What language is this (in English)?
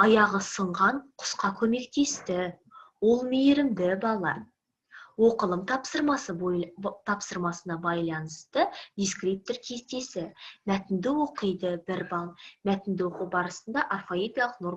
Kazakh